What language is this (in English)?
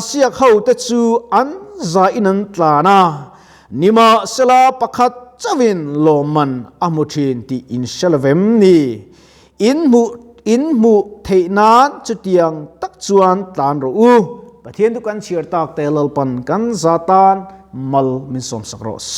Mizo